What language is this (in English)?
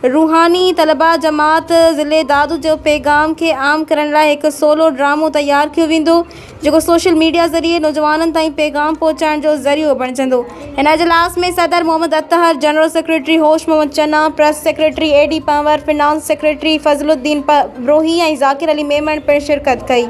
Sindhi